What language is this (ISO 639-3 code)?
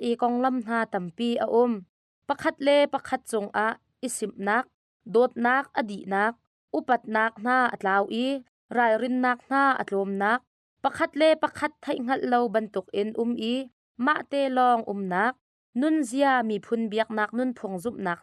cnh